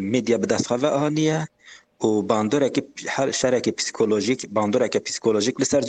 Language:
Kurdish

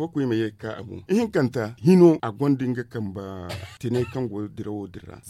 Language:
Zarma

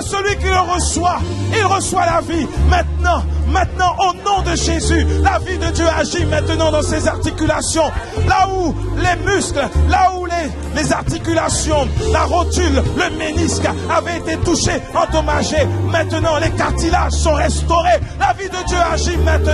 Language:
French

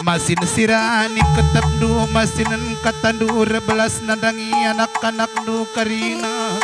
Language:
Batak Karo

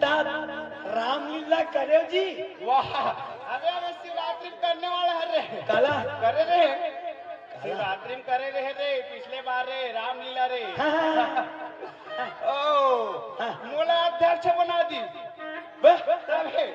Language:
Chhattisgarhi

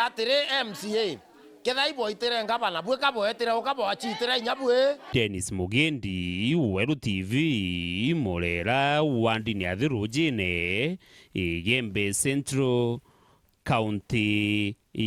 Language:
Meru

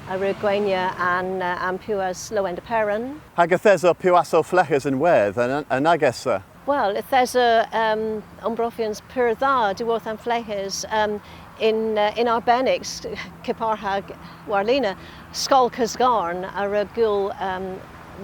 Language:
Cornish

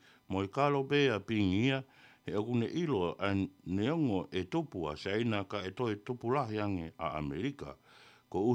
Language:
Tongan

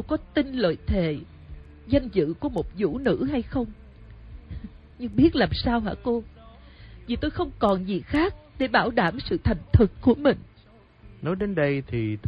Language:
Vietnamese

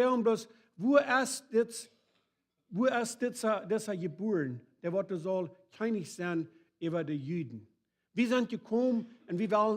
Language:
Plautdietsch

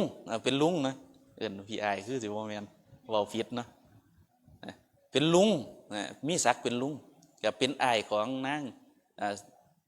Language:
Northeastern Thai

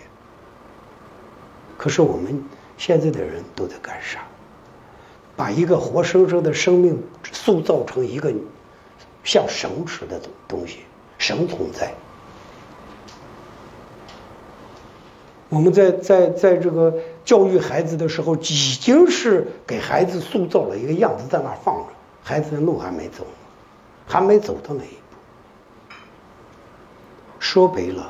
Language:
Chinese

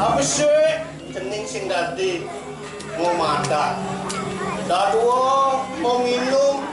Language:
Balinese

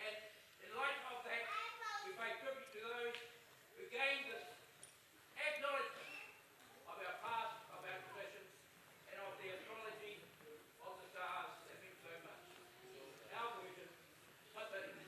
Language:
Māori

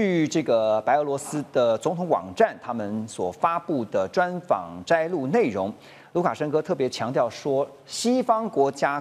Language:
Chinese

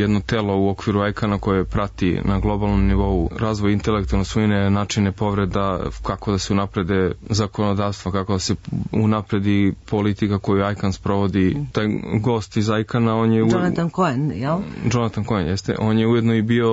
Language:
Serbian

